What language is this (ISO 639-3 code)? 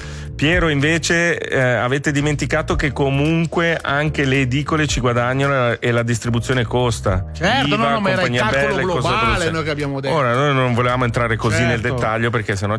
ita